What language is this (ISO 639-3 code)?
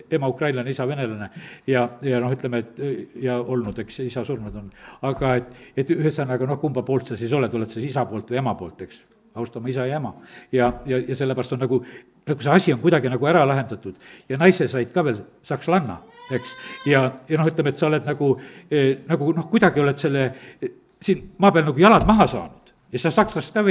est